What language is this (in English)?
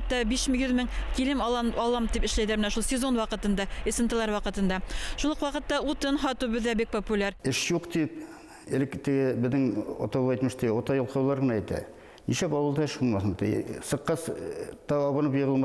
Bashkir